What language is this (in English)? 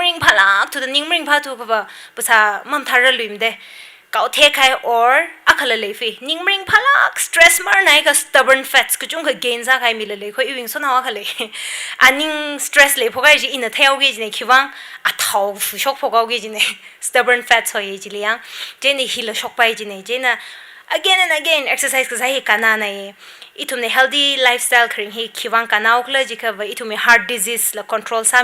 Tangkhul Naga (India)